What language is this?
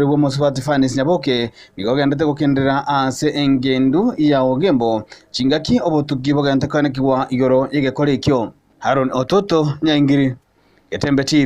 Gusii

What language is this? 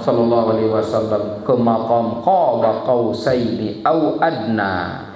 Sasak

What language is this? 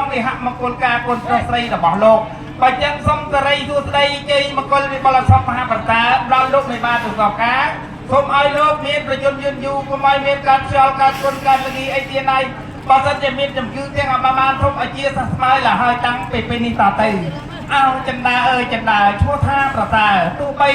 Khmer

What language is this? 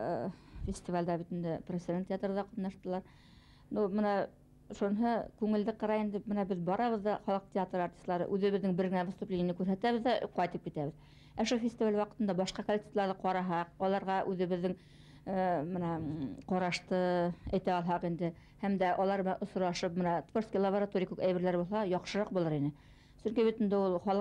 Bashkir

